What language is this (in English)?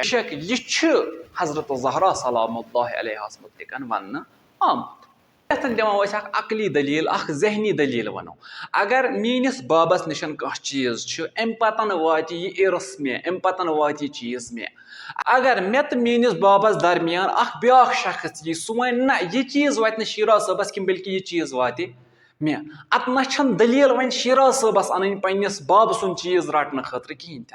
Kashmiri